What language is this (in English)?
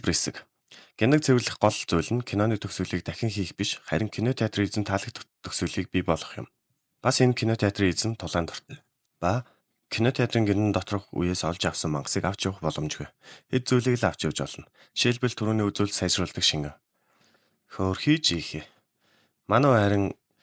Mongolian